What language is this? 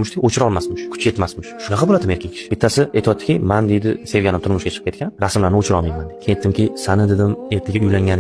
Uzbek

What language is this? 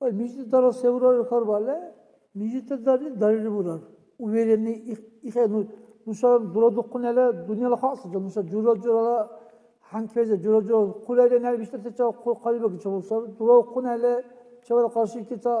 Dargwa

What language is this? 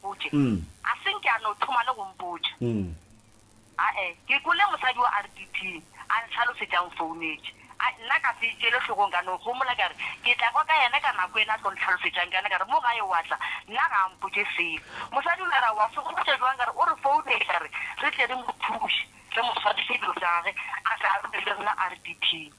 Northern Sotho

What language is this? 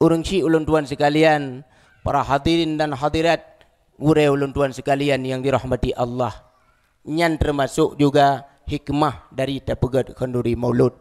Achinese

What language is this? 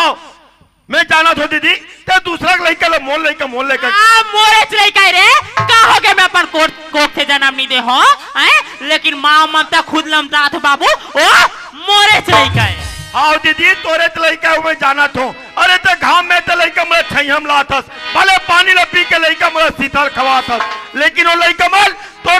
Chhattisgarhi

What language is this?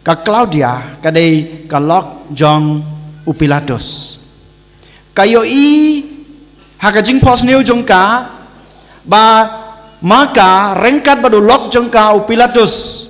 Khasi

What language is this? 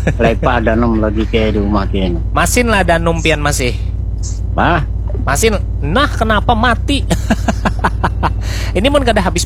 Banjar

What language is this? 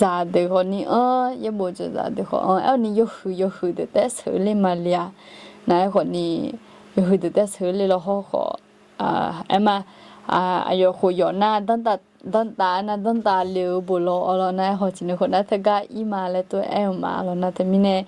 Akha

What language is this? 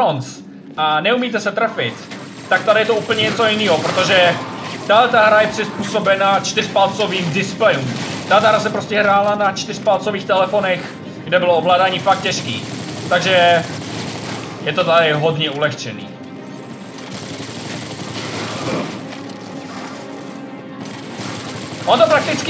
Czech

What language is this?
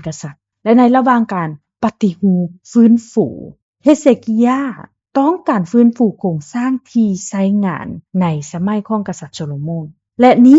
Lao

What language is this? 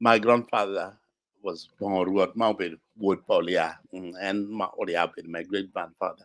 Acoli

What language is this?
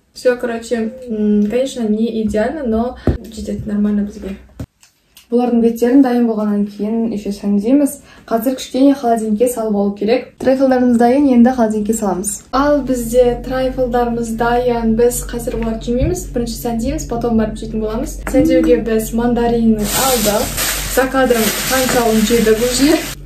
Kazakh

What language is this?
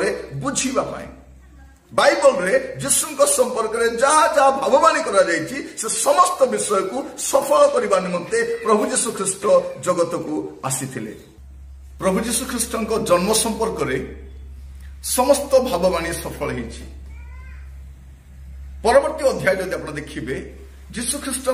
Odia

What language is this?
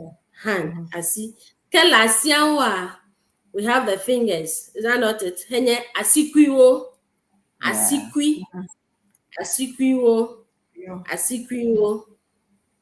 Ewe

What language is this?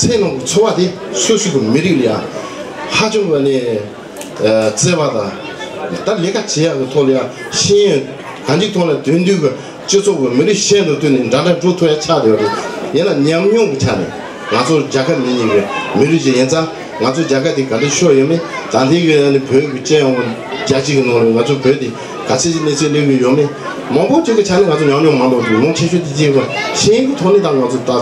Tibetan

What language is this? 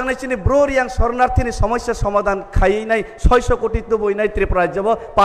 Kok Borok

